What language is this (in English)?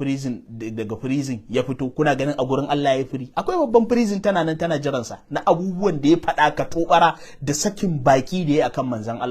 Hausa